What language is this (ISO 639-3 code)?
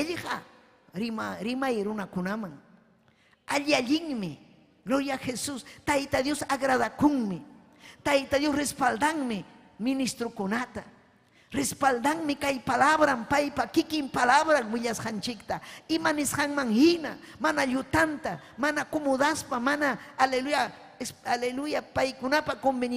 quy